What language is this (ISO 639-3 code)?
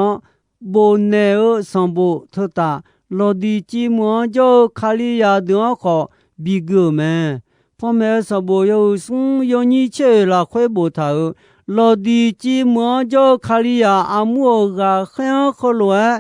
ahk